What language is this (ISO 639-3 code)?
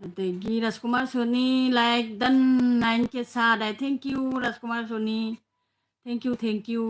mni